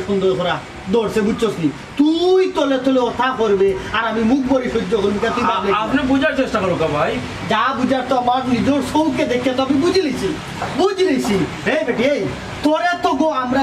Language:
Sylheti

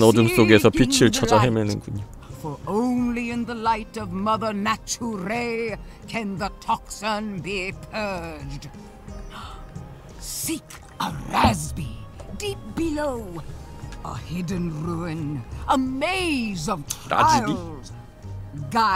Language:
Korean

